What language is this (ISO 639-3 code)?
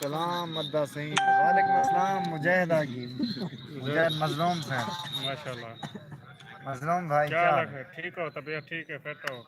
skr